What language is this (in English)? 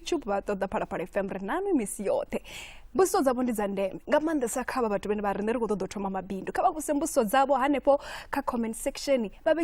Venda